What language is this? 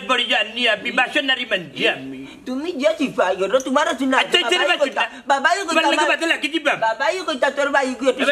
Sylheti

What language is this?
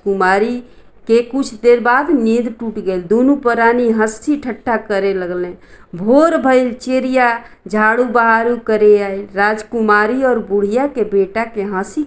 Bhojpuri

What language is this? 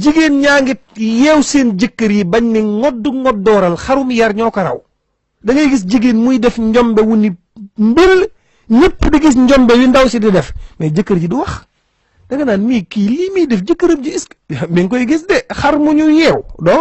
Wolof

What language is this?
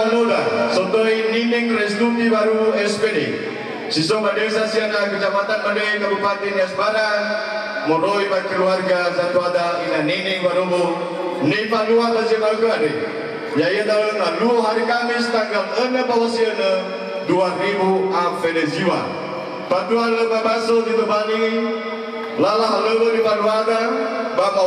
Nias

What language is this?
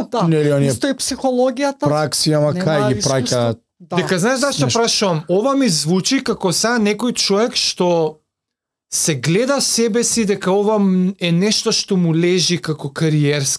Macedonian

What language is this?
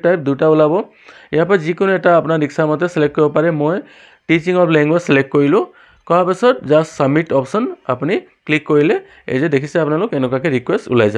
Assamese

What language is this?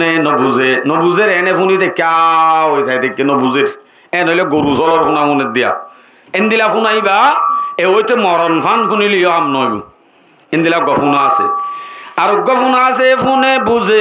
Rohingya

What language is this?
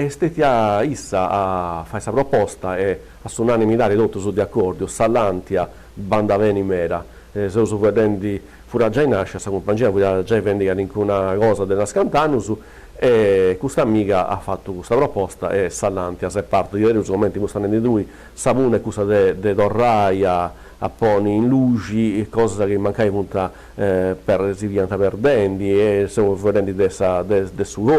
Sardinian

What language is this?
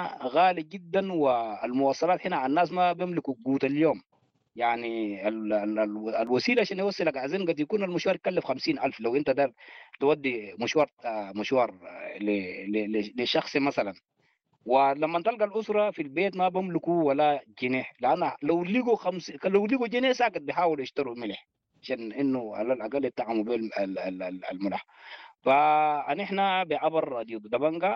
Sudanese Arabic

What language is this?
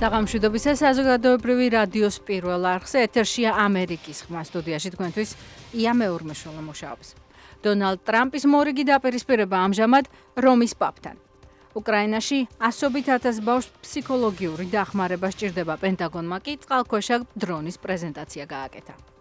Georgian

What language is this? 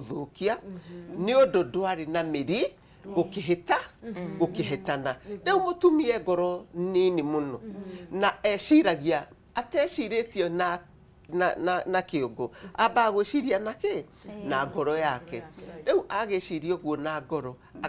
Kikuyu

